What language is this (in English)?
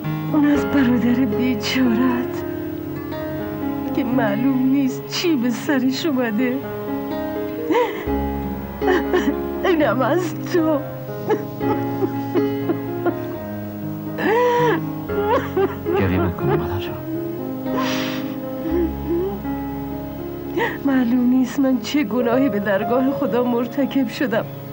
Persian